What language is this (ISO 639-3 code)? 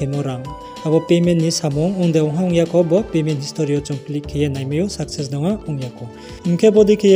ria